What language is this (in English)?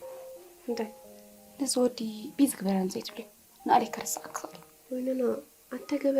Tigrinya